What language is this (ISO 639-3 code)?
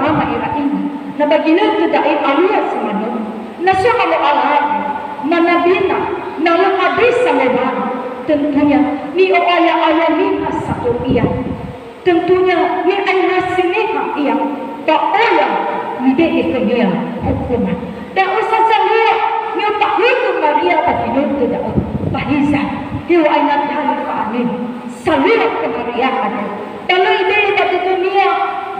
nia